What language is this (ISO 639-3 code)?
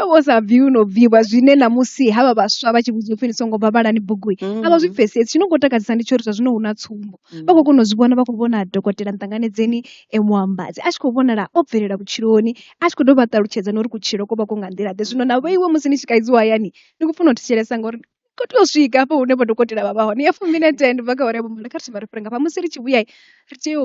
ven